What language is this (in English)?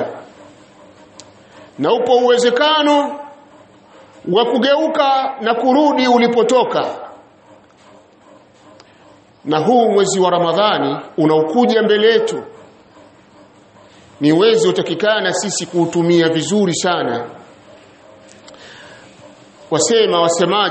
Swahili